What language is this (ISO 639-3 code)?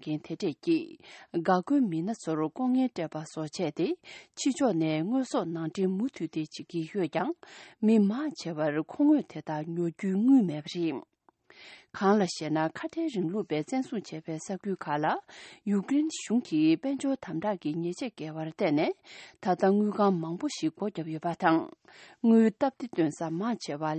bod